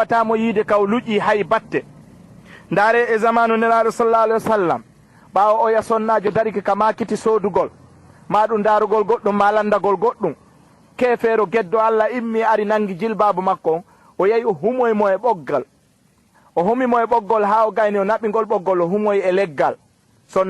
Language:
Fula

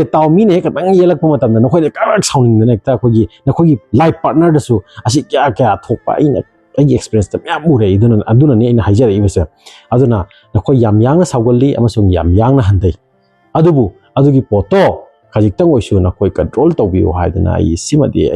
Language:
Manipuri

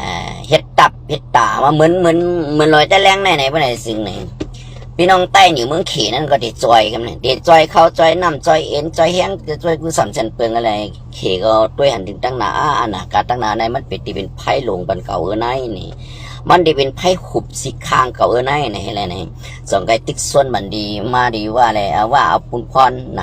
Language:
Shan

